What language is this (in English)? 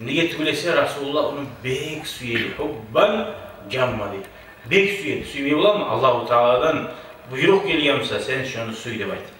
Kumyk